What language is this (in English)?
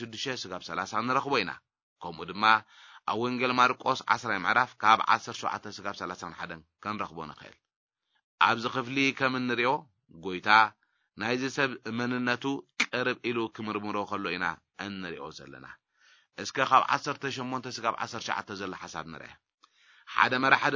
Tigrinya